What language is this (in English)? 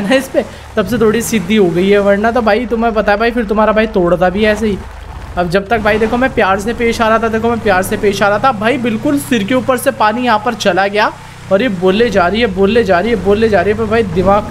Hindi